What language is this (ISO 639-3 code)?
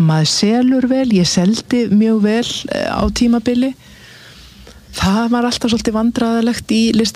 isl